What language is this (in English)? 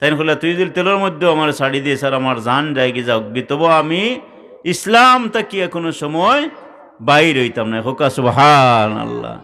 Sylheti